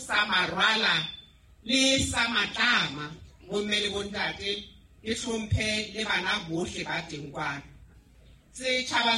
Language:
Southern Sotho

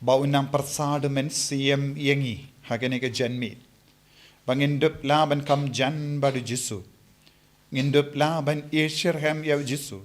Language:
Khasi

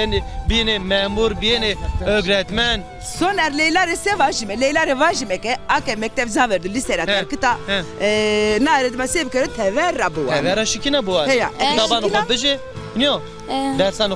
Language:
Zaza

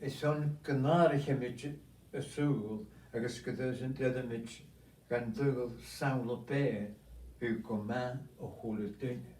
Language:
Scottish Gaelic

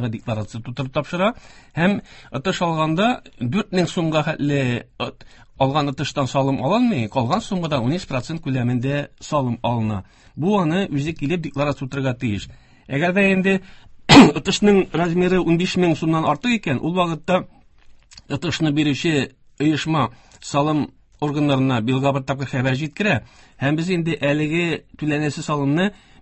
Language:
Tatar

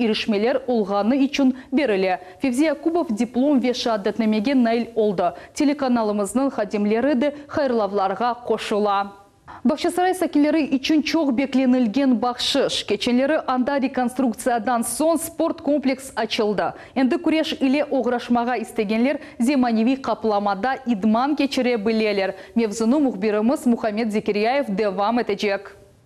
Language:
Crimean Tatar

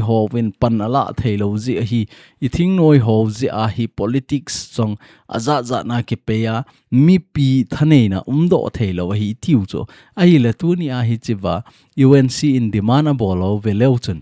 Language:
Thado Chin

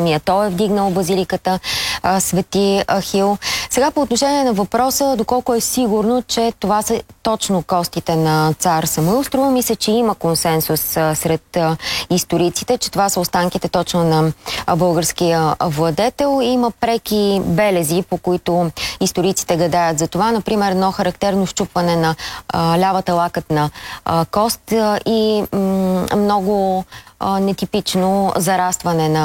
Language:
Bulgarian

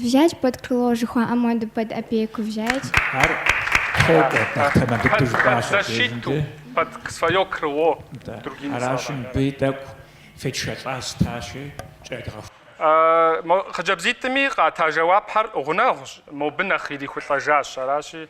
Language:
Kabardian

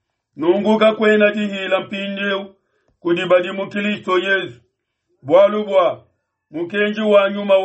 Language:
Luba-Lulua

